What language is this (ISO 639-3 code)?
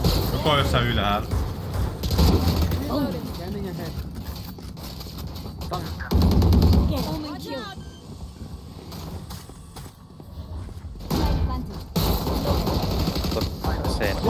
fin